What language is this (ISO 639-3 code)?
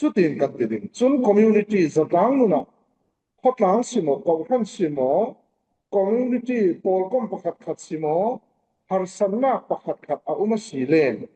cfm